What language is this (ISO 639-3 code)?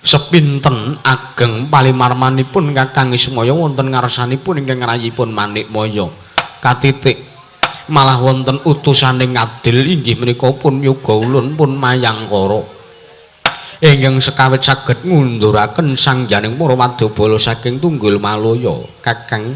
jav